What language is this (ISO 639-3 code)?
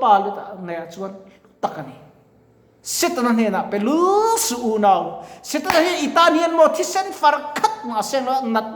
lus